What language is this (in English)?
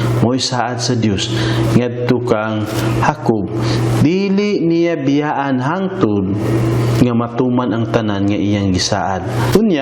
Cebuano